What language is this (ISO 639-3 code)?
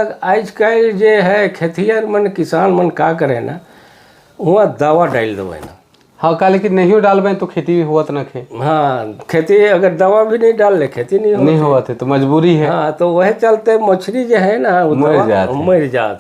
sck